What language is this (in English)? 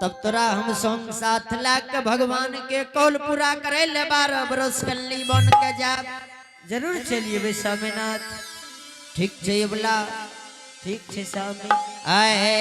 Angika